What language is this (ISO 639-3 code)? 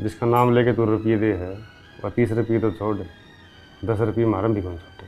bgc